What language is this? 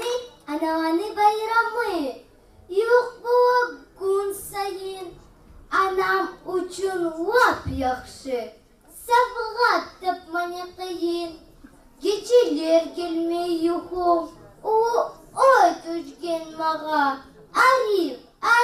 Kumyk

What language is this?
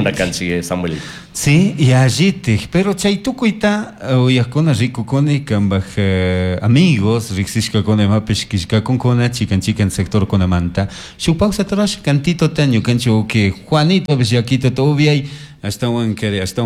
Chimborazo Highland Quichua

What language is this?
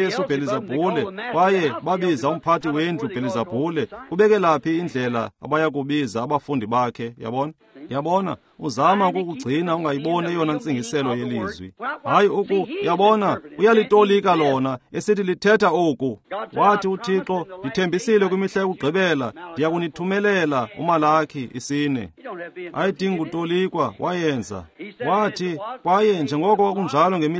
Xhosa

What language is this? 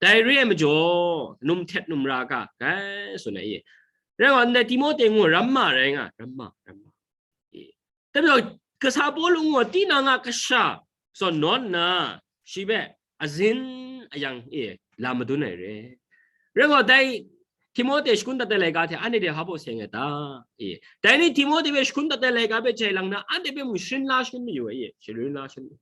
Kachin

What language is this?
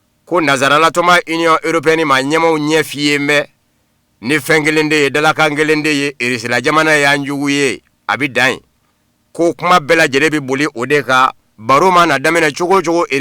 Bambara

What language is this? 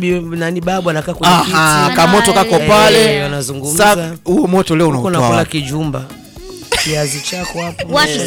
Swahili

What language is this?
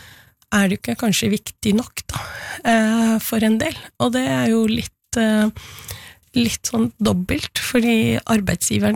Norwegian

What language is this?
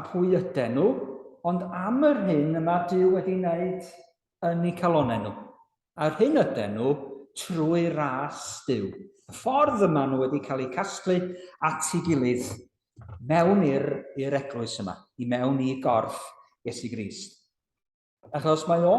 Welsh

